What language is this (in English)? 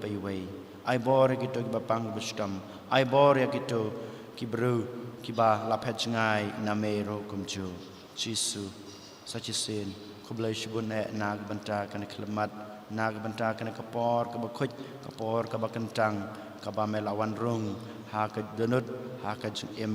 Khasi